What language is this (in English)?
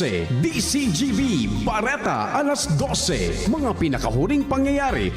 Bikol